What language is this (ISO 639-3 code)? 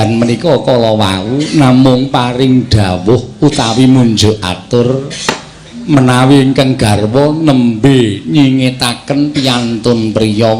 jav